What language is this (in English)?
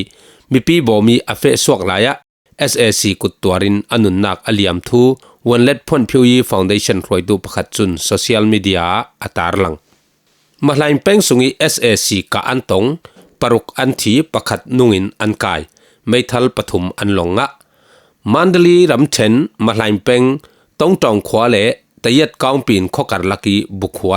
Falam Chin